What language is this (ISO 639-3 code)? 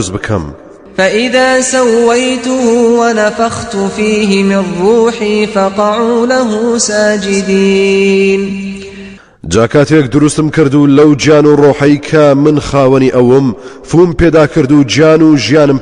ckb